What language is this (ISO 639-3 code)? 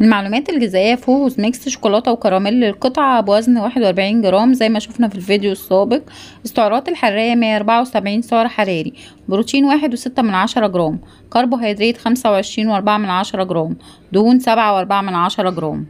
arz